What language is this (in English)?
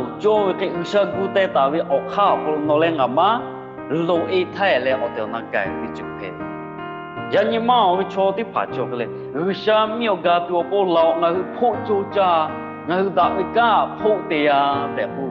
Lahu